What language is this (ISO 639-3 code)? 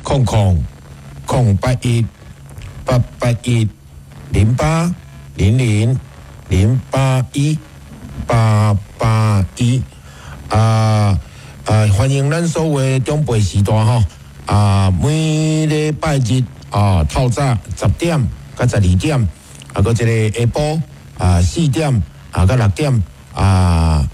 nan